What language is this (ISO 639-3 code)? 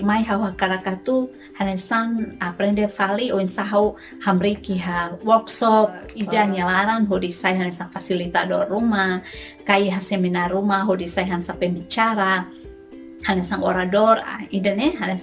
tet